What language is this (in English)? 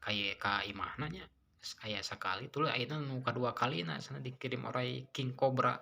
Sundanese